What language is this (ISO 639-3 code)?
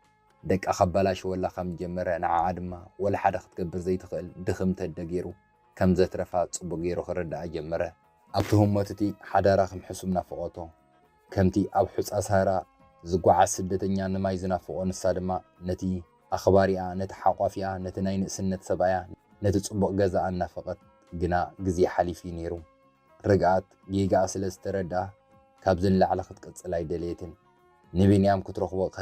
tir